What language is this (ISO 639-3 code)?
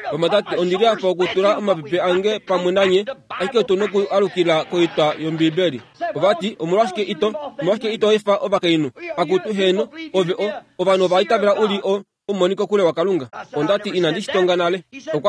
kua